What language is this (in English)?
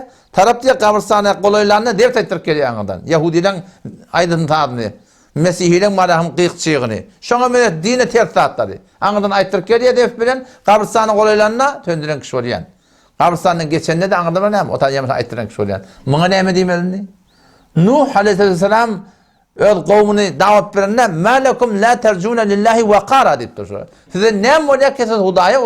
Turkmen